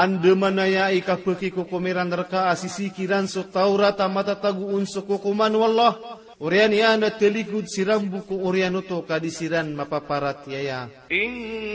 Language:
Maranao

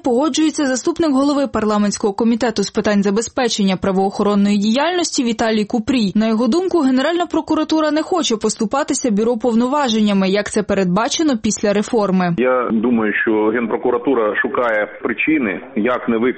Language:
Ukrainian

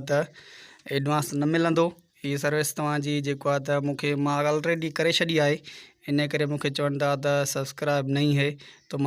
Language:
Sindhi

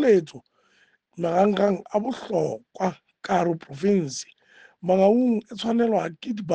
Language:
Southern Sotho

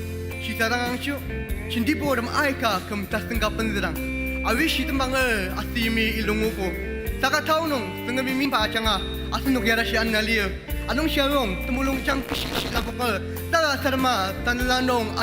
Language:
Ao Naga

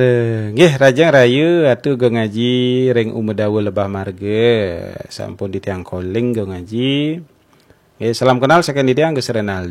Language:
Balinese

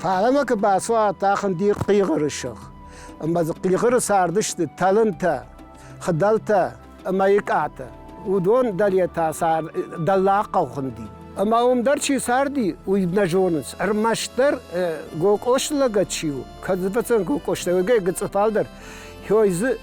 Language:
Ossetic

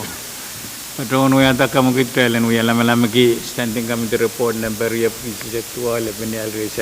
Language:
Pohnpeian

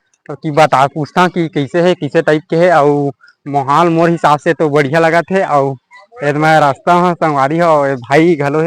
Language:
Chhattisgarhi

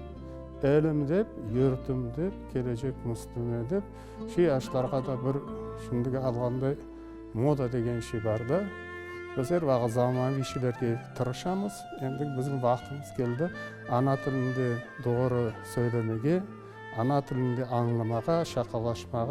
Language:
Crimean Tatar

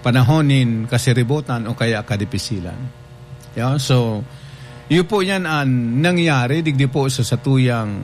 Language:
Bikol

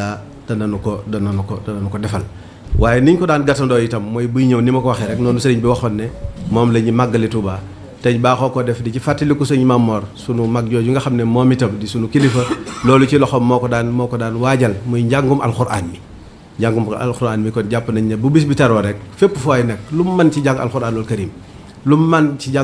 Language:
Wolof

